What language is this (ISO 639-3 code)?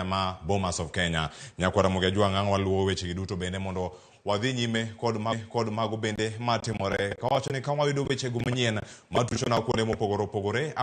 luo